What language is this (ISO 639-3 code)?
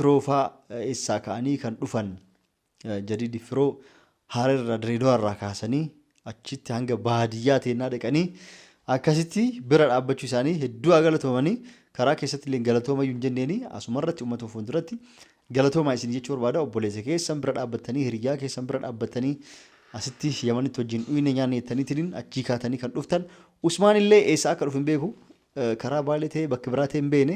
orm